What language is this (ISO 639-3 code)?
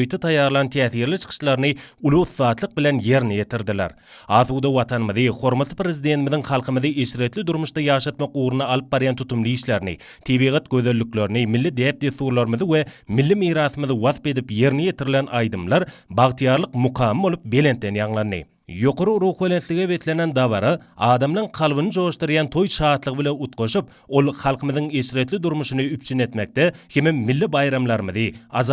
tuk